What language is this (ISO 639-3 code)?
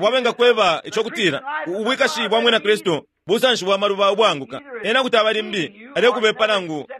bem